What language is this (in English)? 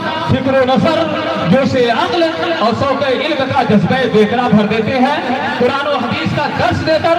Urdu